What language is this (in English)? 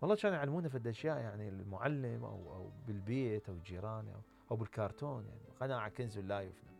Mesopotamian Arabic